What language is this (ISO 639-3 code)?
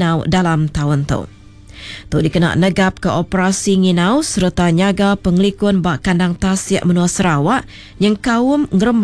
iba